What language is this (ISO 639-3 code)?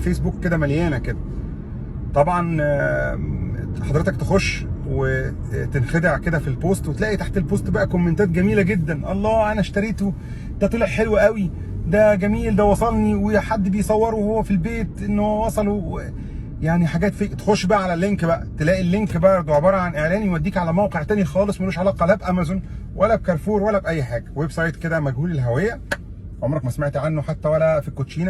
arz